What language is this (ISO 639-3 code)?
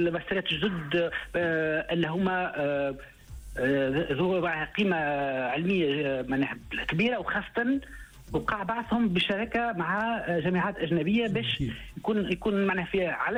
aeb